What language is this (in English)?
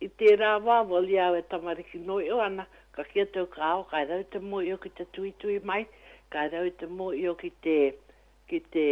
Māori